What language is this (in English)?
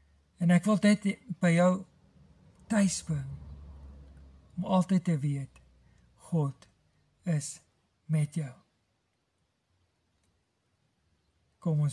Afrikaans